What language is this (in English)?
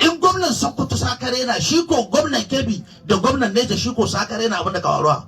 Hausa